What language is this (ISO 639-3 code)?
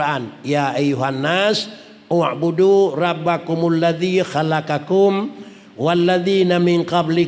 ace